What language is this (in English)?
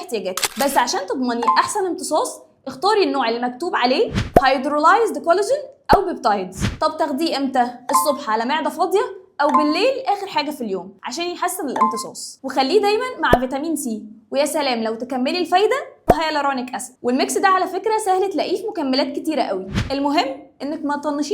Egyptian Arabic